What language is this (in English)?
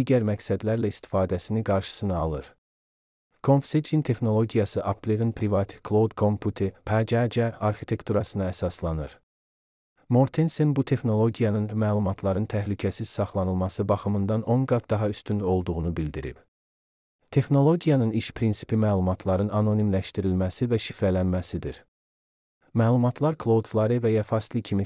Azerbaijani